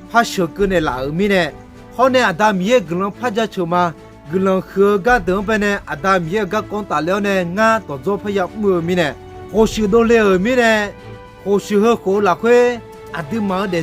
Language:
Akha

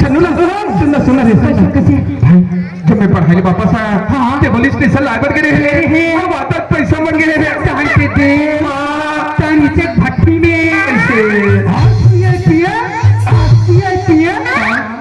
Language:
Chhattisgarhi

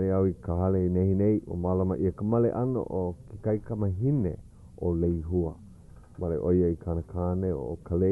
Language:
Hawaiian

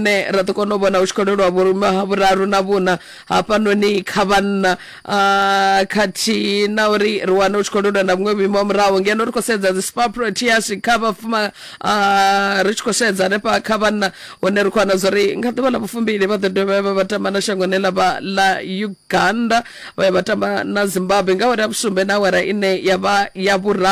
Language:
Venda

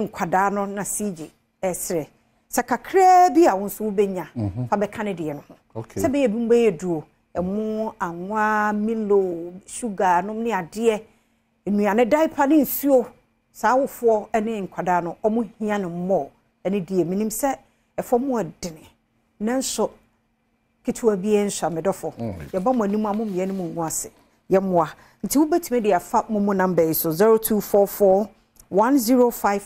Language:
Akan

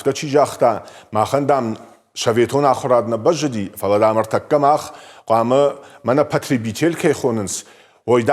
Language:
Ossetic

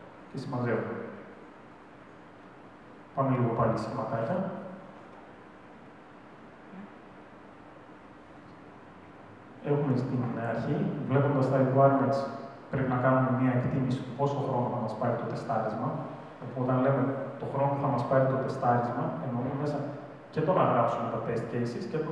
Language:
Greek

